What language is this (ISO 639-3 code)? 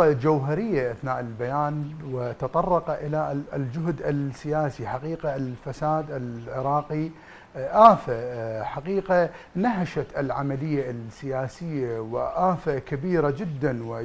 ara